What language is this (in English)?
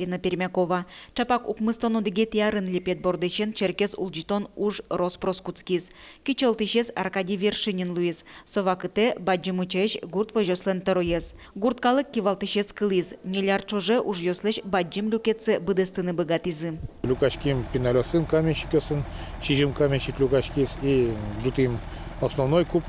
Udmurt